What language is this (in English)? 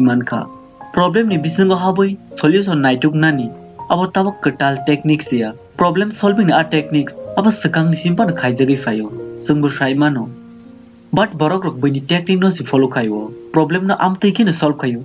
Kok Borok